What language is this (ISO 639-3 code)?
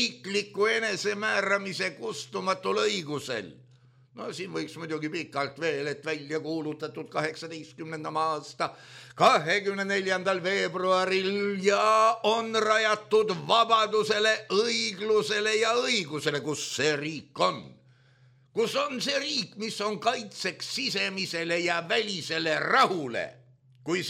est